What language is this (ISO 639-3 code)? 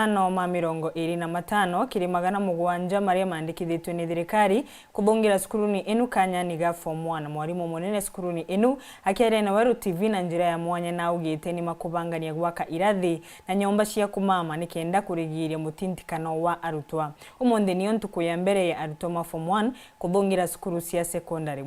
mer